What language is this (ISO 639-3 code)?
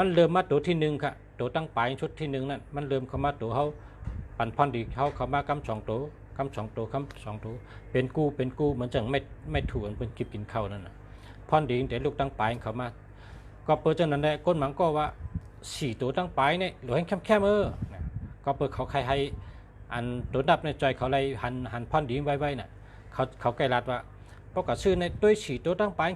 shn